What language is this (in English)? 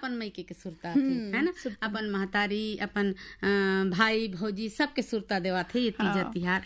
Chhattisgarhi